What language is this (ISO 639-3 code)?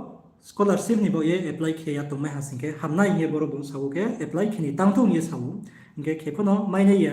ria